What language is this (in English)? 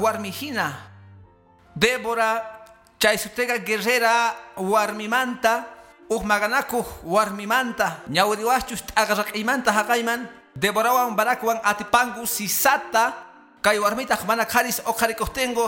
Quechua